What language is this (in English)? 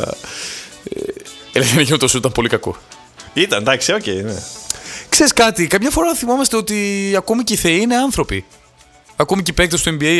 Greek